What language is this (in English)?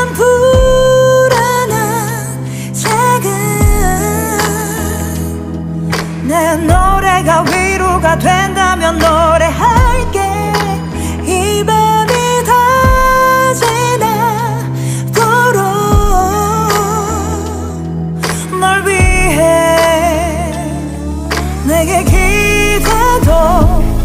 Korean